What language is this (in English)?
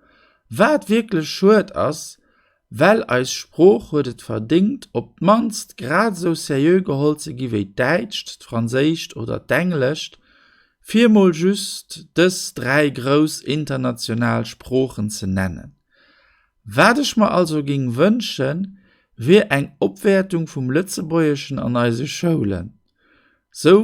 Luxembourgish